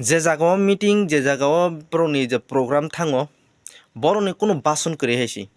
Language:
Kok Borok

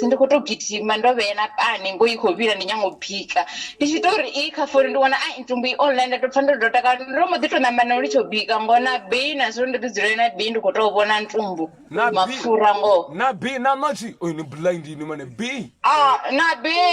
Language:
Venda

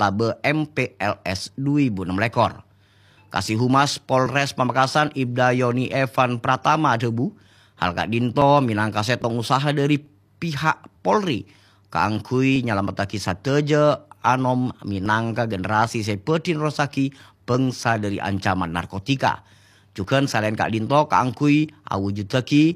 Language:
Madurese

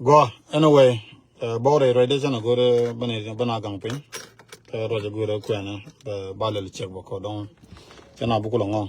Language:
Nuer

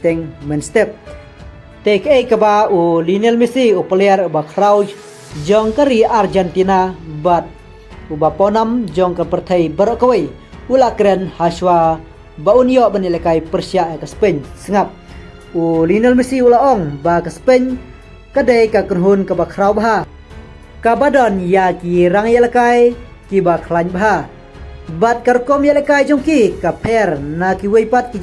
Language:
Khasi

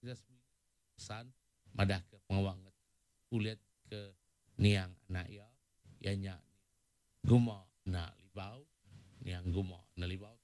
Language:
Iban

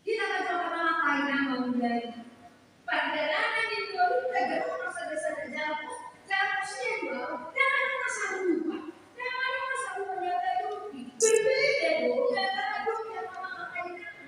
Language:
Batak Toba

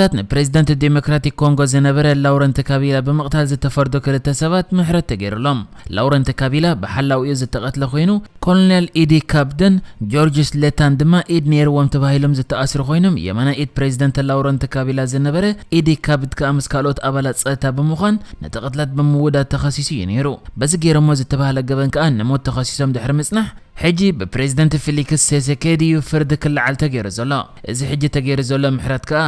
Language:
Tigrinya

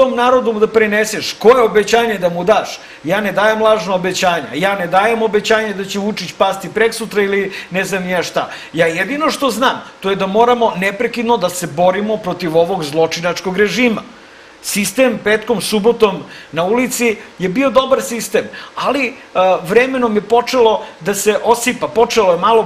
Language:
Serbian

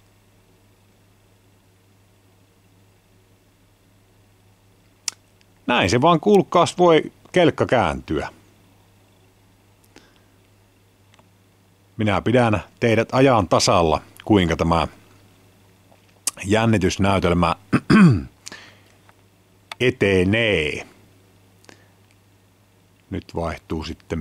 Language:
Finnish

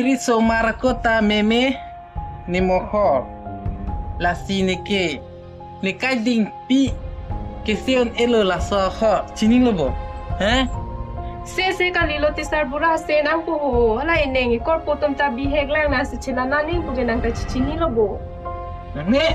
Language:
Karbi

